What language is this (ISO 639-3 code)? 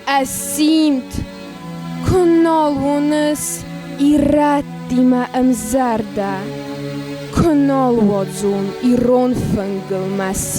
oss